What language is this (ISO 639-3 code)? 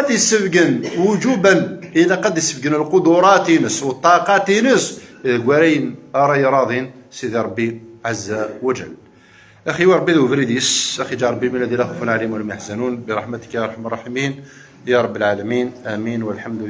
kab